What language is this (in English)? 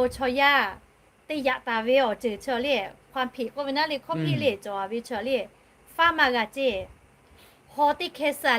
Lahu